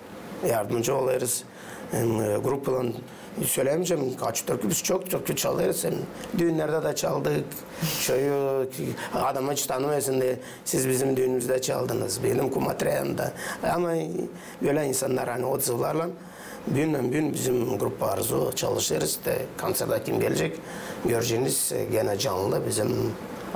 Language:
Gagauz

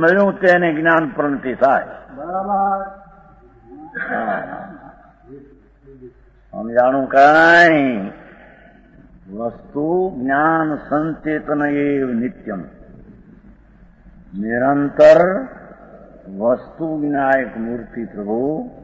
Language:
Gujarati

